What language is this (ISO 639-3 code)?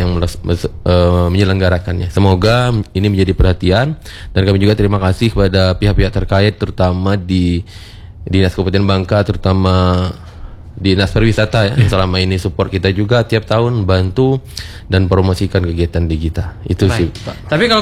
ind